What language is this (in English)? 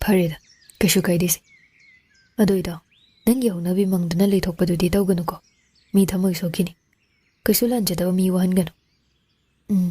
Manipuri